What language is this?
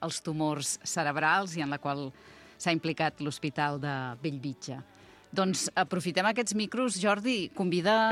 Catalan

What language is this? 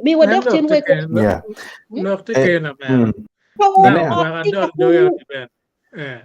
Acoli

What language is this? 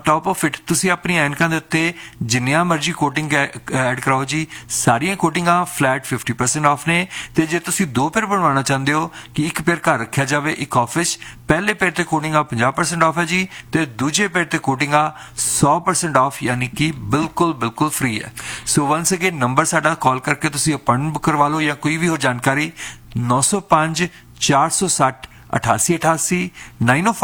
Punjabi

